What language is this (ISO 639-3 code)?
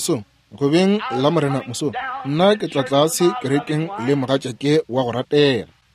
nso